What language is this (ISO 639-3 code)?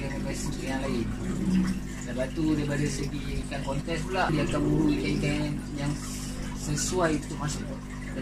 msa